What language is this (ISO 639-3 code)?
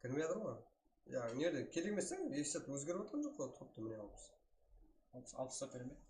kaa